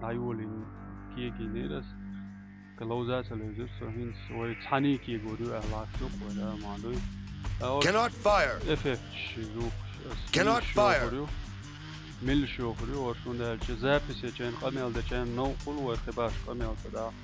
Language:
Chechen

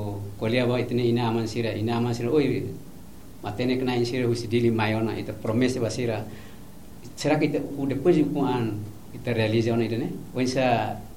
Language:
Tetum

